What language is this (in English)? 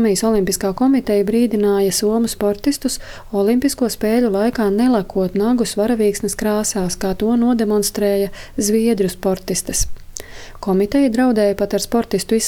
Latvian